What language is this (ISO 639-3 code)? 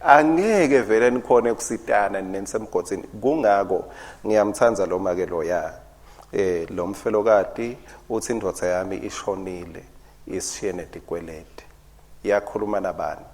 ssw